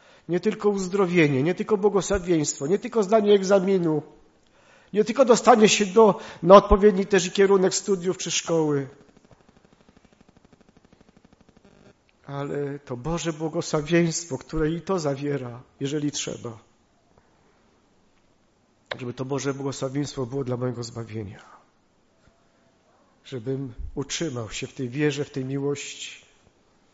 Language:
Polish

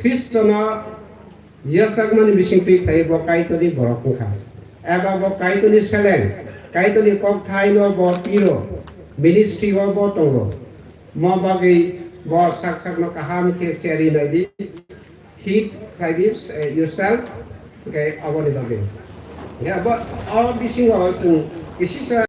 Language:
Kok Borok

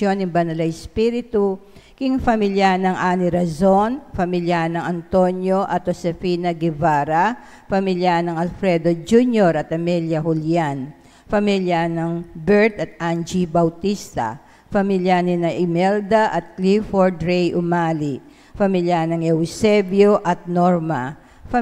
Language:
Pampanga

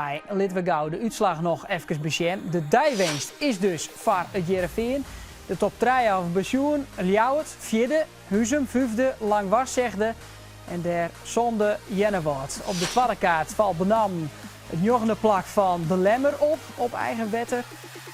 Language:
Western Frisian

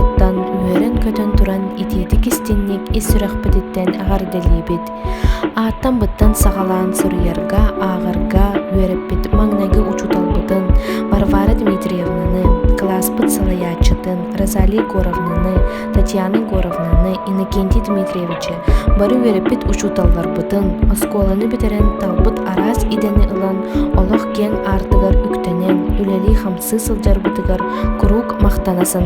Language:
Yakut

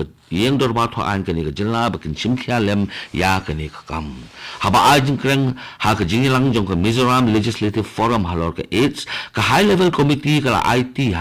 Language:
Khasi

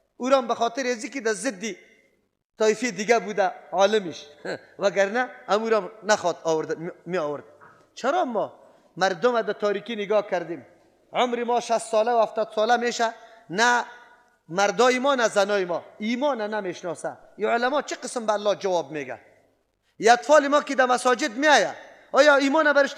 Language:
Persian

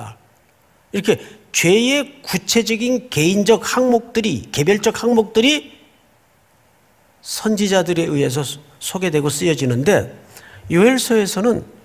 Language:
Korean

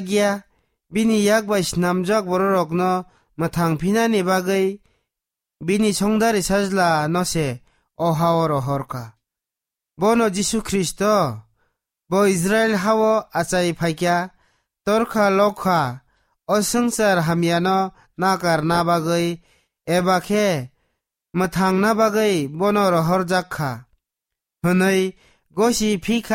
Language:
Kok Borok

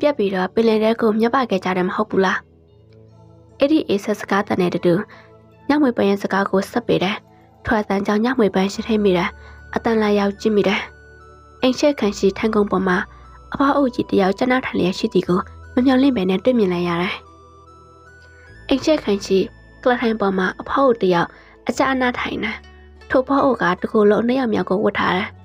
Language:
Burmese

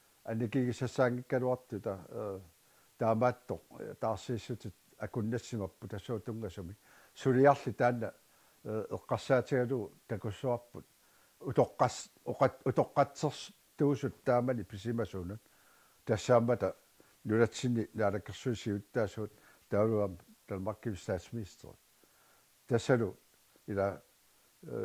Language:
Kalaallisut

